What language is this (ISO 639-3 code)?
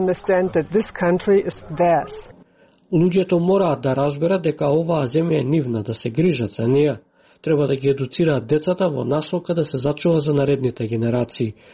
mkd